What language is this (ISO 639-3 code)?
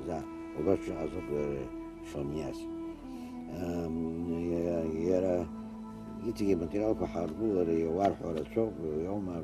abk